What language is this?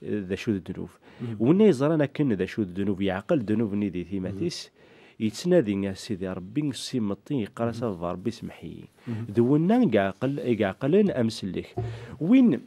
Kabyle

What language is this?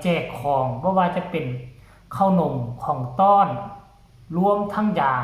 Lao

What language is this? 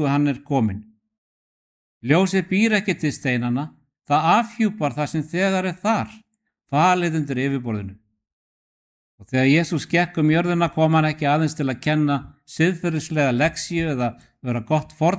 Icelandic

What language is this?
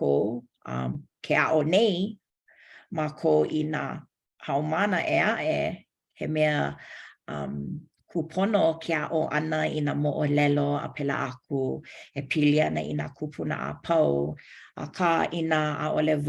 Hawaiian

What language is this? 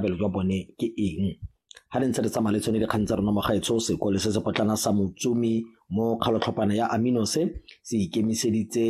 Tswana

